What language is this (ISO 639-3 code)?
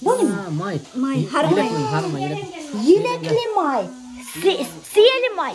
bak